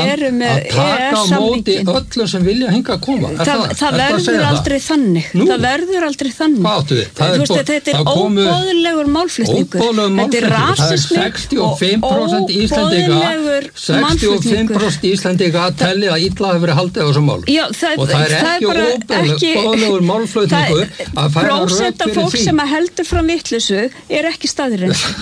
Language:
Icelandic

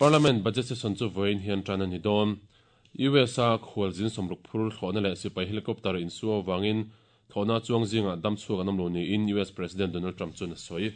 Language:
Mizo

